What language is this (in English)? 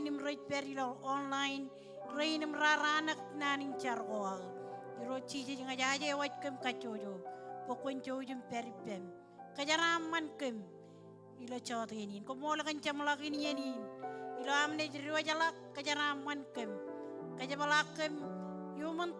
Marshallese